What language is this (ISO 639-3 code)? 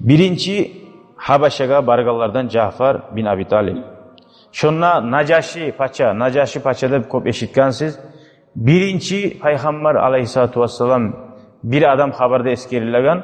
kum